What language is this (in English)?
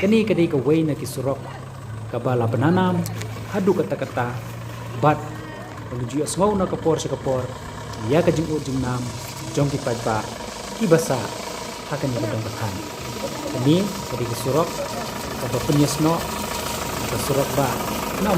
Khasi